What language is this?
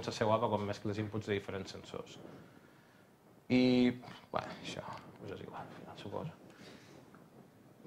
Catalan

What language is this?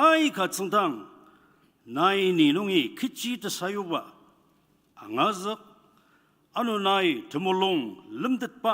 Ao Naga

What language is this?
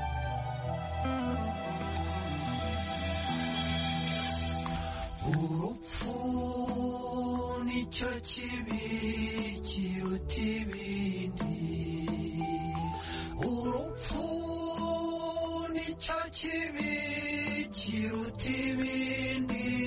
Kinyarwanda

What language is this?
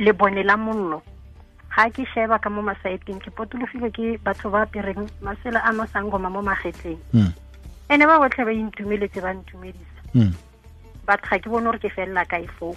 Tswana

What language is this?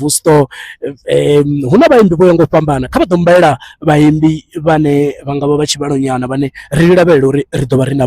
Venda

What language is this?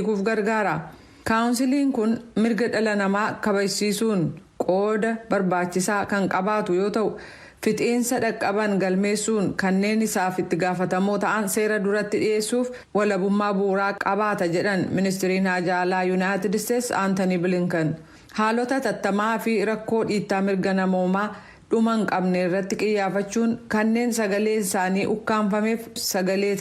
Oromo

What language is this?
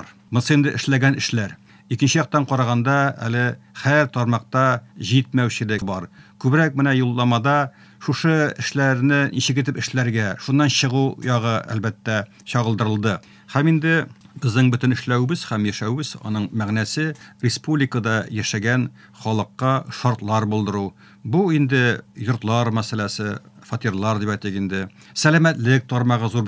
Tatar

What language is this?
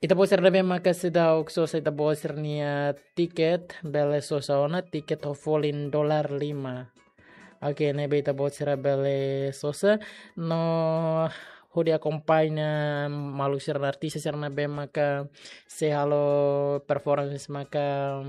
Tetum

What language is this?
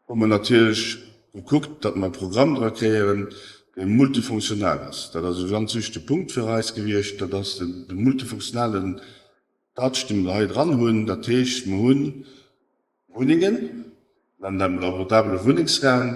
Luxembourgish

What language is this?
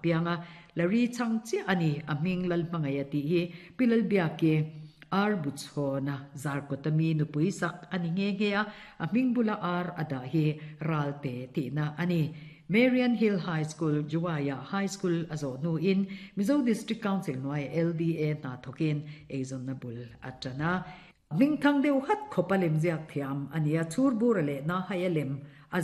Mizo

